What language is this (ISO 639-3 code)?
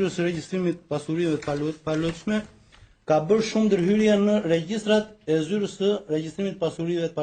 sqi